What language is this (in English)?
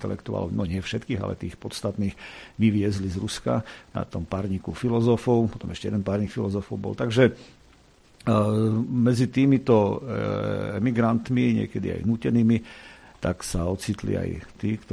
Slovak